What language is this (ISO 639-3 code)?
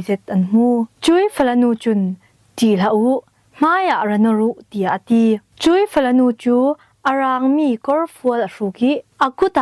cfm